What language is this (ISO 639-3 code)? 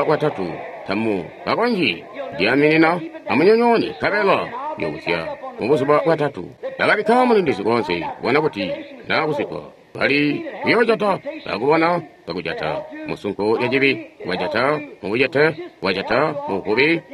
toi